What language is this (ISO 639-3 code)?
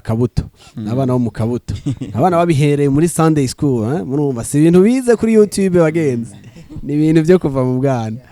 run